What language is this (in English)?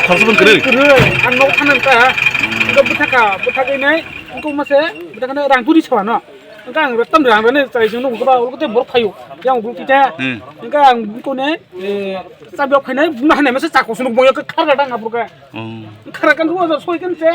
Kok Borok